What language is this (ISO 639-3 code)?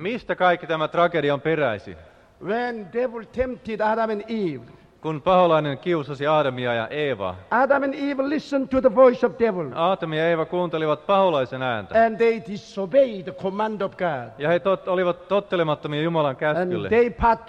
fin